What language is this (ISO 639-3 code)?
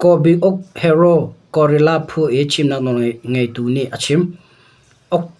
cnh